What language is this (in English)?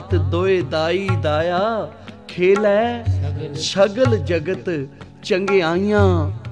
Punjabi